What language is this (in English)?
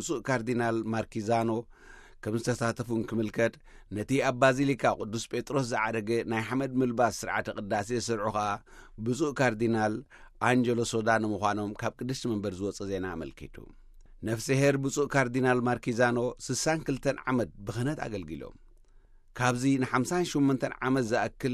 Tigrinya